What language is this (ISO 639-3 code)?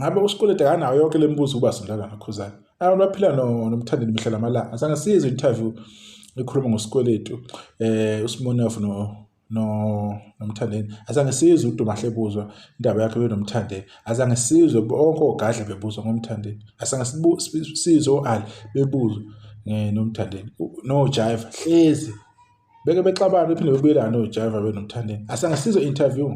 zul